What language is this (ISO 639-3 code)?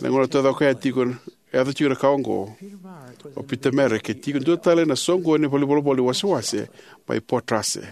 fij